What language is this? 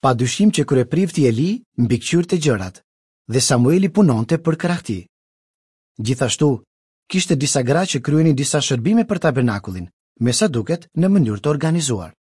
Albanian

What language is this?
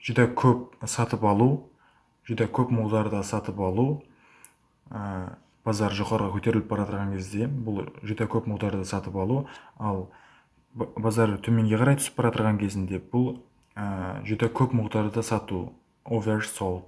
Kara-Kalpak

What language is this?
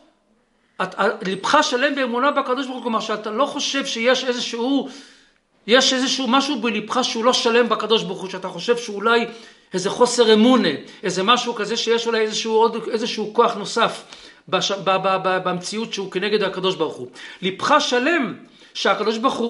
Hebrew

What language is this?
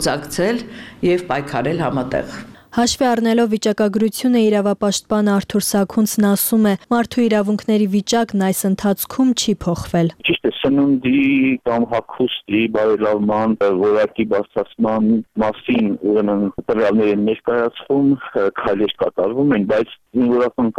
Armenian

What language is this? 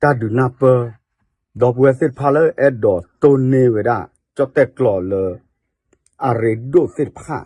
S'gaw Karen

